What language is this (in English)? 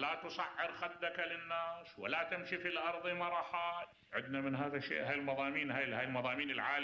Mesopotamian Arabic